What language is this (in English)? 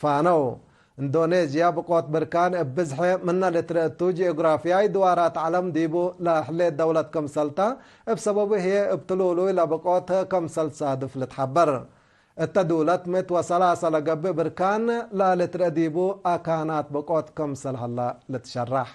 Tigre